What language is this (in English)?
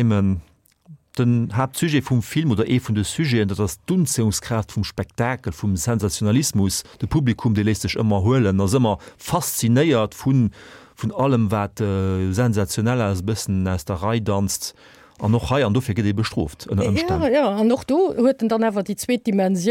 Luxembourgish